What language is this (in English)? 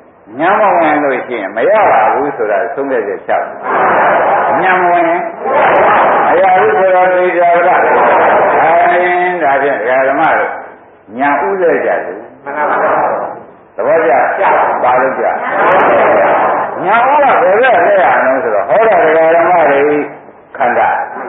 Burmese